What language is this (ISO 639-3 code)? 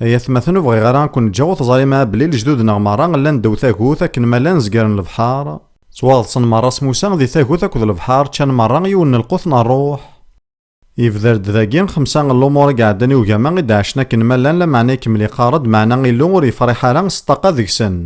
kab